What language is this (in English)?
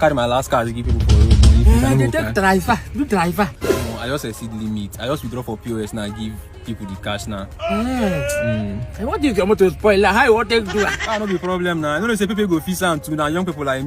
Nigerian Pidgin